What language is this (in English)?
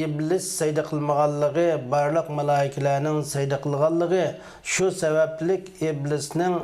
Uyghur